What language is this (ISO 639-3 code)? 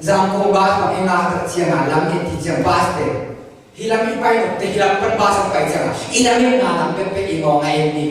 ctd